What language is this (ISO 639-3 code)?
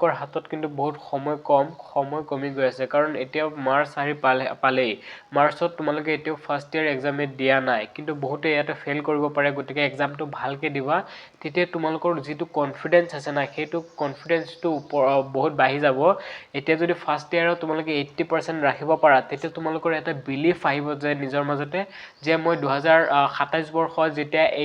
asm